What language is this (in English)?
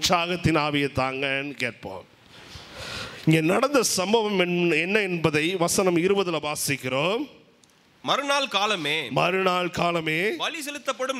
Tamil